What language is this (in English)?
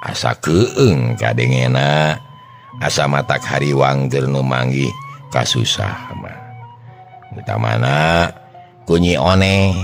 Sundanese